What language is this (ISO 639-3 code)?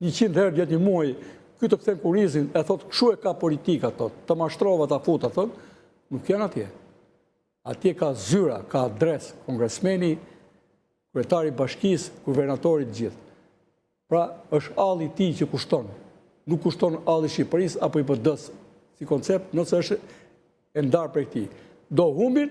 sqi